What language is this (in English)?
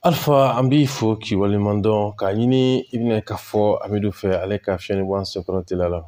Bambara